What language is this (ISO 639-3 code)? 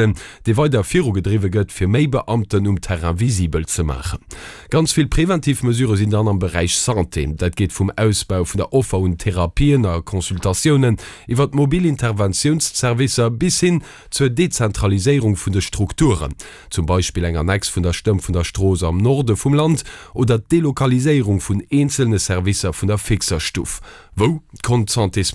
ltz